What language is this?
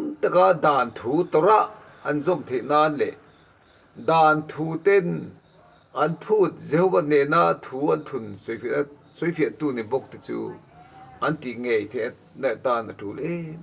Mizo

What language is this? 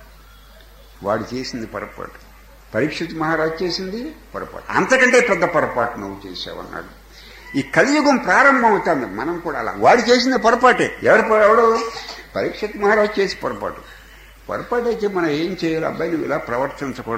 Telugu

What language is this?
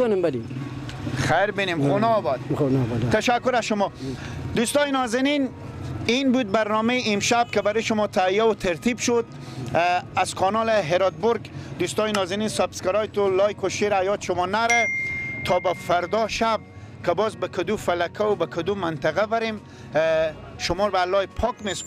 Persian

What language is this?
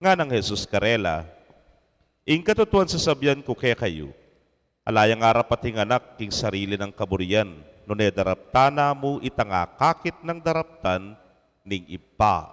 Pampanga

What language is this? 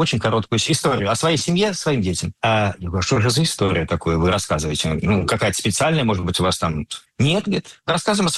Russian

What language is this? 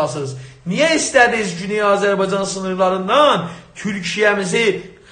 South Azerbaijani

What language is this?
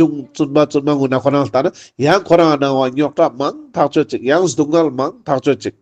Ladakhi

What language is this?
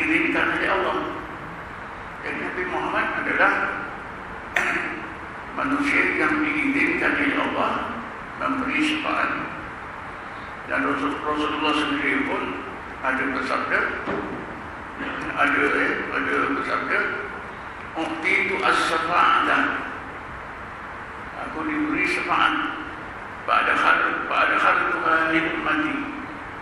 Malay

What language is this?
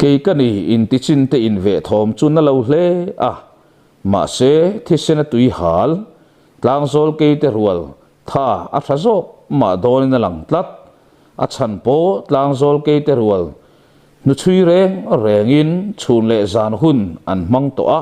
Mizo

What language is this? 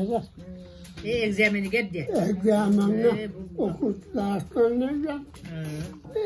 Yakut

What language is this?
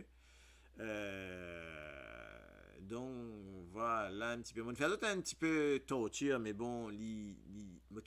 Morisyen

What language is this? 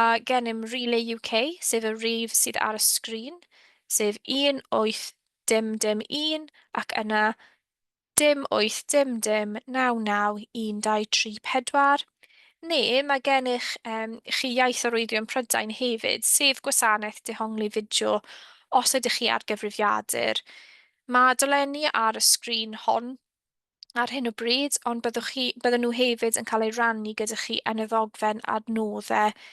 Welsh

